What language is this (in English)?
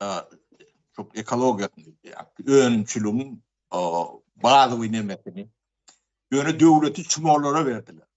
Turkmen